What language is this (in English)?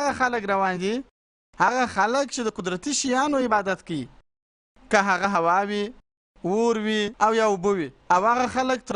Pashto